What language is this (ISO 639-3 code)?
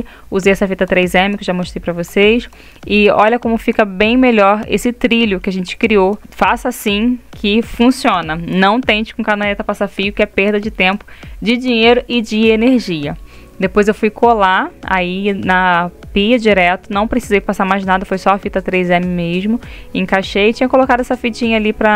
por